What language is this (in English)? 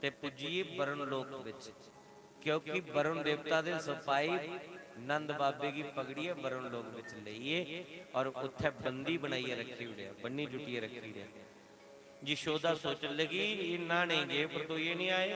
Dogri